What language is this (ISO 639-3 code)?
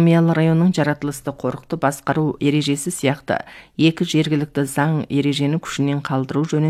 kaz